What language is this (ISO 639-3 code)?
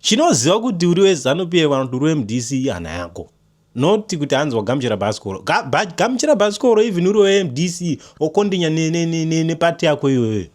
sna